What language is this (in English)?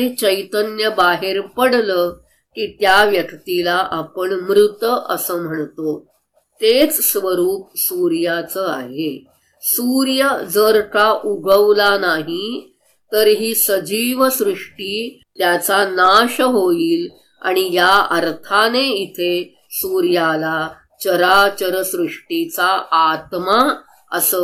Marathi